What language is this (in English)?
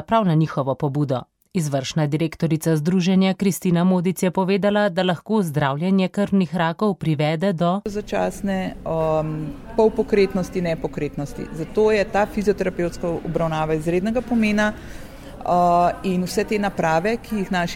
Slovenian